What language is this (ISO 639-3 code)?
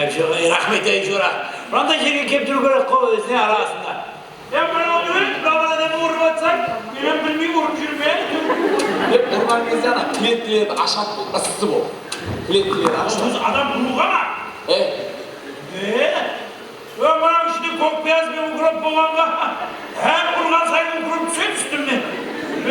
kaa